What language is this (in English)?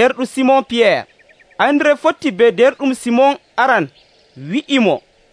Nigerian Fulfulde